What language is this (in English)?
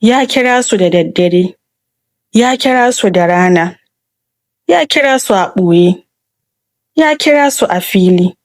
Hausa